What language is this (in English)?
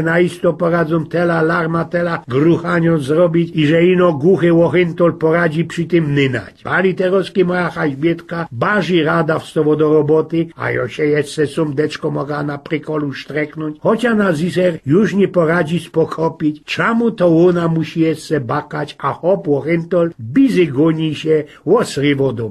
Silesian